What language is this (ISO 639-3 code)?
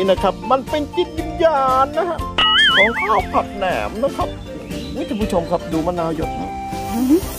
tha